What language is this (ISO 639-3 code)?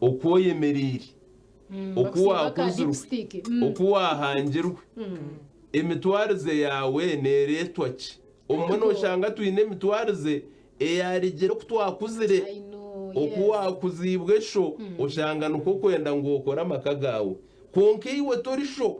nyn